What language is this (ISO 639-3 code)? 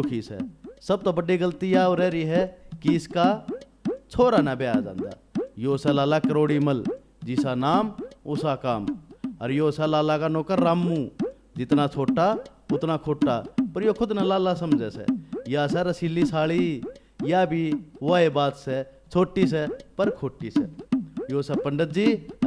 bgc